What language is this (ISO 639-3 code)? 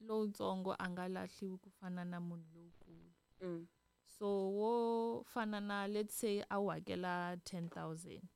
tso